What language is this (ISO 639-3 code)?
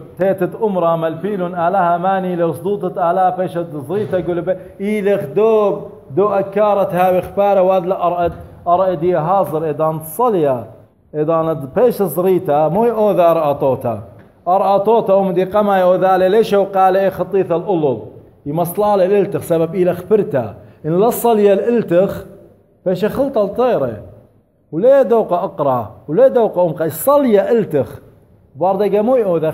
aii